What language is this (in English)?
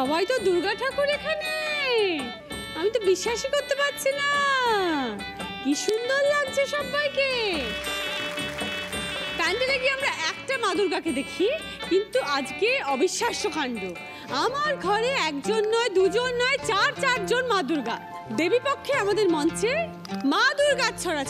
Bangla